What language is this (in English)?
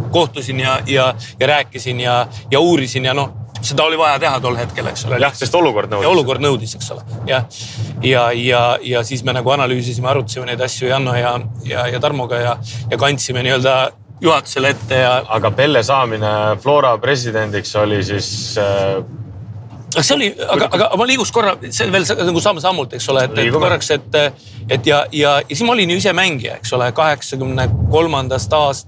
Estonian